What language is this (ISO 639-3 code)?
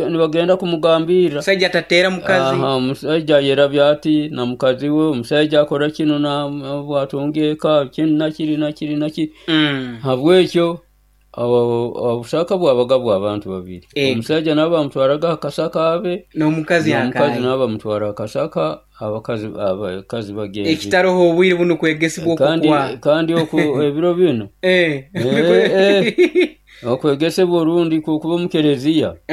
nyo